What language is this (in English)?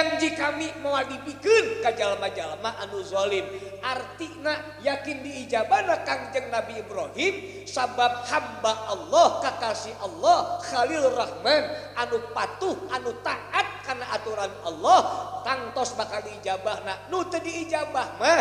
Sundanese